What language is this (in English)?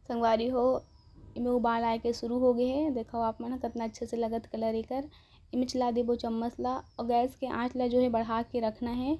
Chhattisgarhi